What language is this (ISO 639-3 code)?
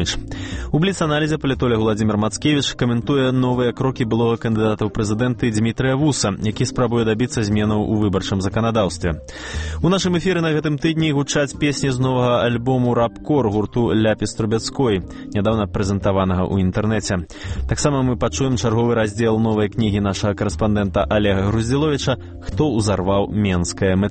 bel